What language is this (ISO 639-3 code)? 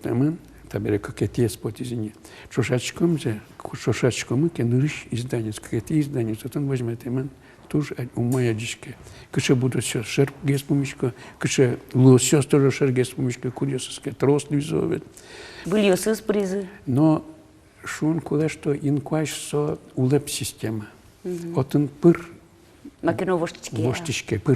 udm